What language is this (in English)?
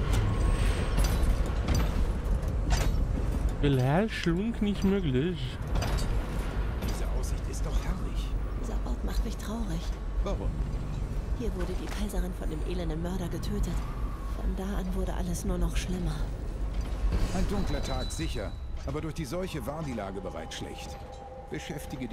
German